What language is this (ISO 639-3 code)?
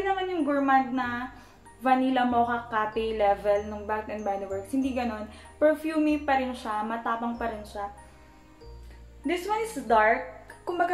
fil